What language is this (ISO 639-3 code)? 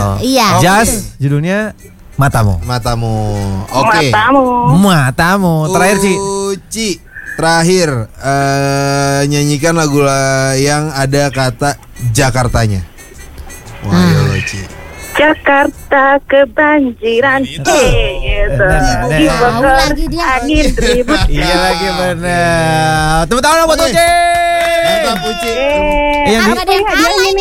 ind